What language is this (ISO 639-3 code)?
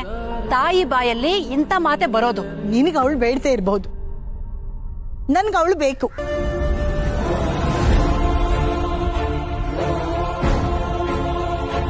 kan